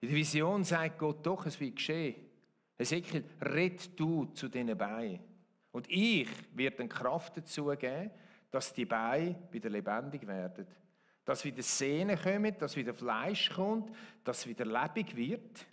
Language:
Swiss German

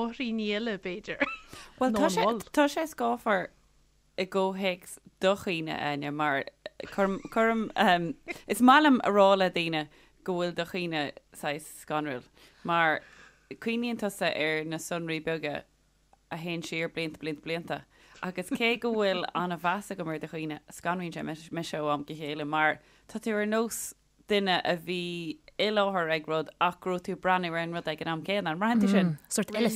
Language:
Irish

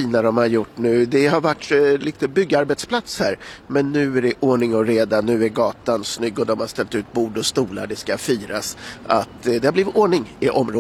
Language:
Swedish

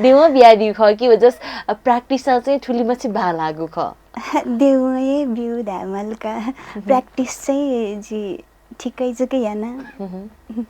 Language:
Newari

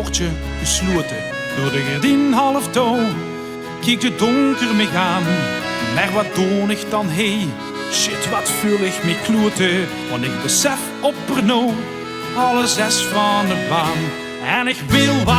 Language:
Limburgish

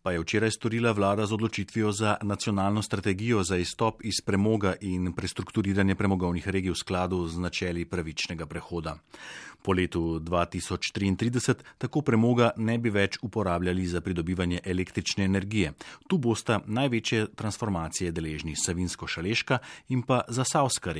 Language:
Slovenian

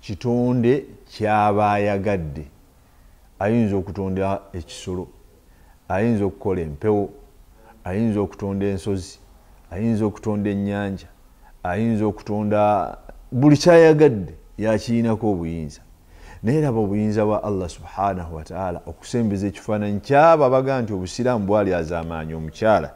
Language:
Ganda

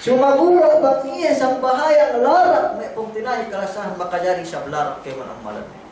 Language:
Yakan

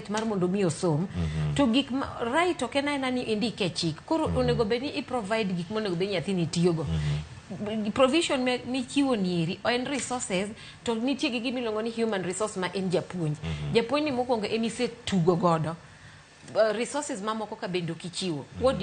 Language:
Luo (Kenya and Tanzania)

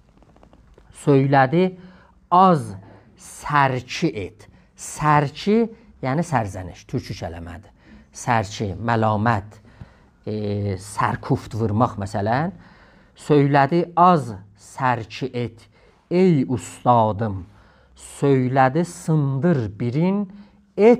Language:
South Azerbaijani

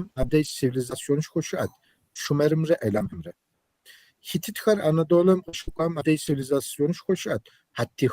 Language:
Kabardian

